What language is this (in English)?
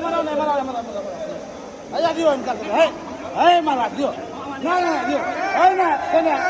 Maithili